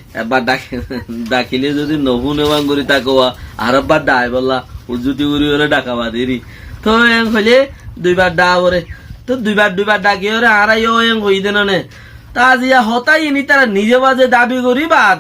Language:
Rohingya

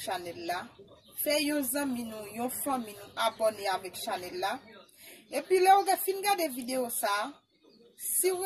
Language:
Haitian Creole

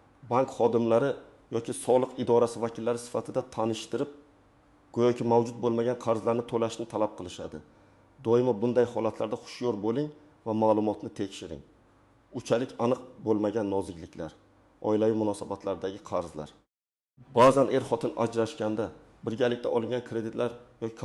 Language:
Uzbek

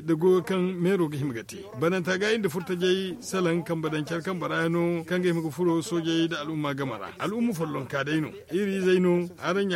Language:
Zarma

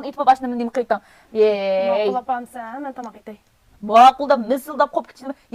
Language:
Uyghur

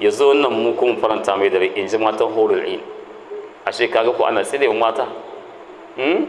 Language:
Hausa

